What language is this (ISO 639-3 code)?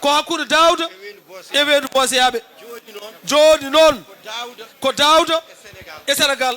ful